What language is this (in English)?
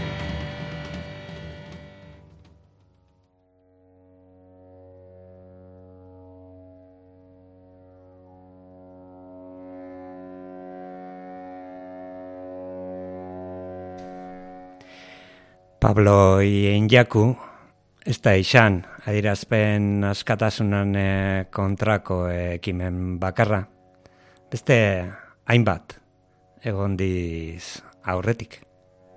Basque